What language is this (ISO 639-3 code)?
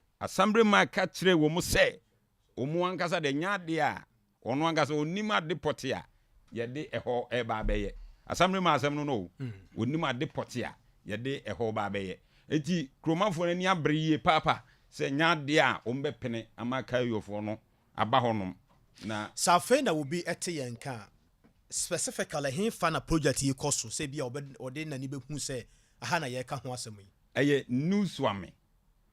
aka